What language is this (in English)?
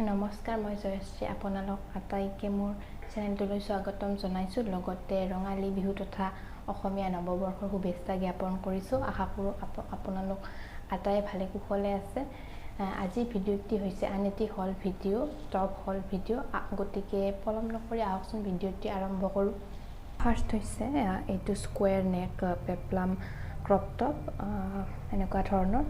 Assamese